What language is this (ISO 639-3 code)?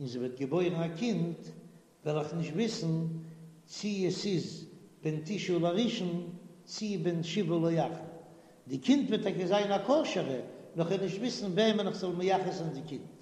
yid